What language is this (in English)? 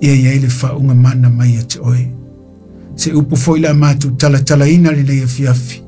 Samoan